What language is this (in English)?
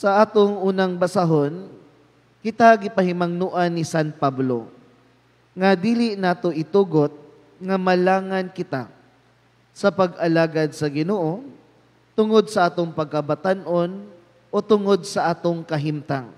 Cebuano